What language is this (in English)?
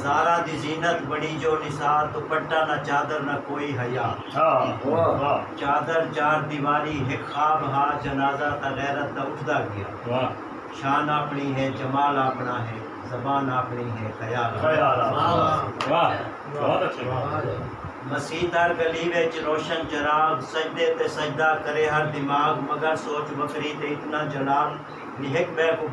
Saraiki